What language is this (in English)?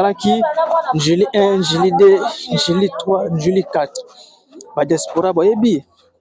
Lingala